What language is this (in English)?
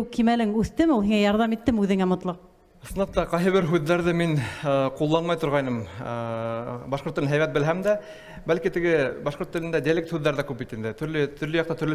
Bashkir